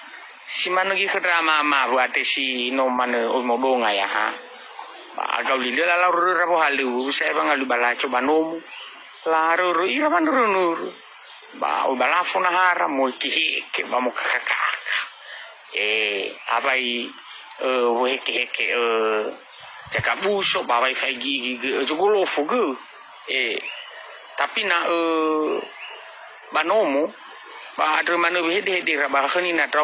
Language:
Nias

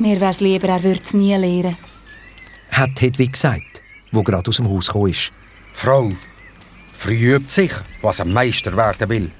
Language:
Swiss German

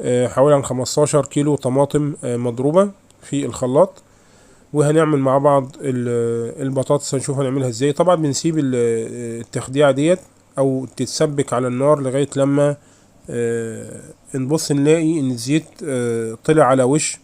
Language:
Egyptian Arabic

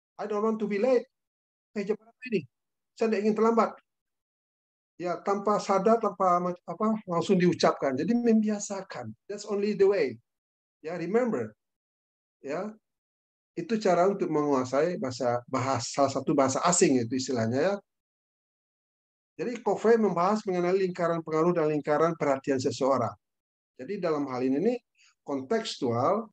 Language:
Indonesian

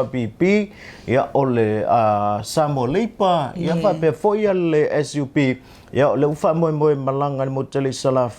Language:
Samoan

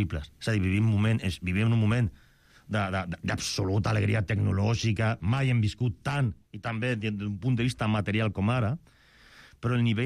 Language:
Catalan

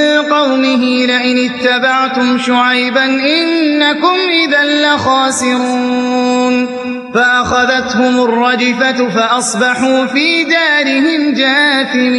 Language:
Arabic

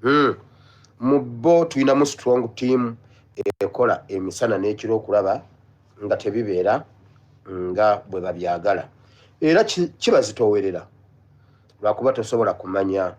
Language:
Ganda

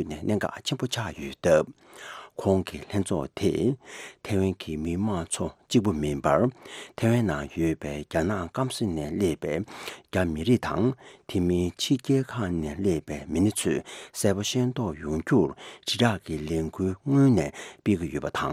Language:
Tibetan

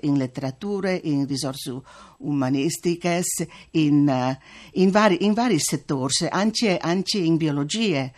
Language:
Friulian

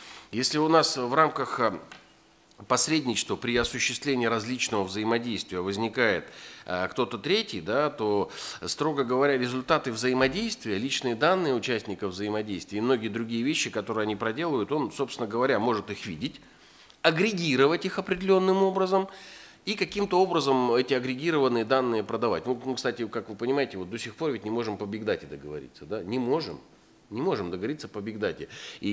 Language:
Russian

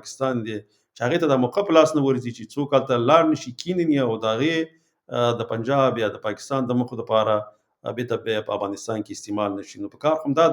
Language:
Pashto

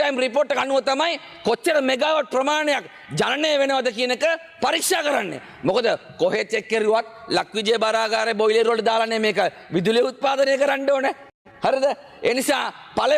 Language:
Sinhala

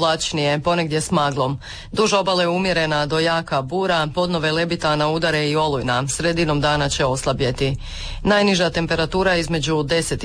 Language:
Croatian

